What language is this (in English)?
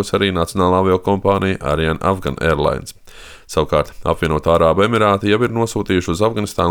Latvian